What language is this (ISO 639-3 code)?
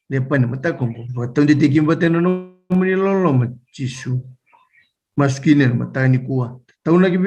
fij